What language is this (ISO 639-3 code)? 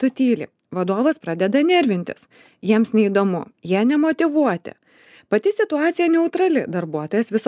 lit